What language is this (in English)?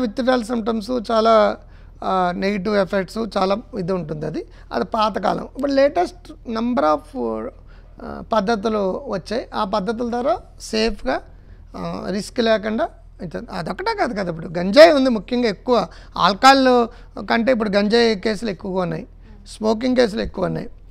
Telugu